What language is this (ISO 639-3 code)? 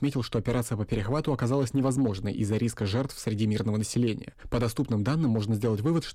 rus